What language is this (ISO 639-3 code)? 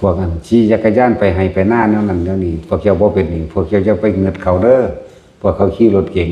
tts